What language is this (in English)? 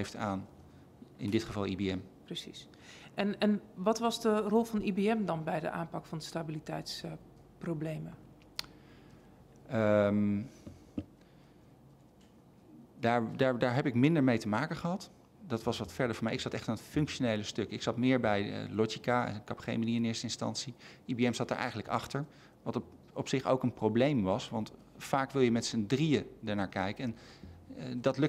Dutch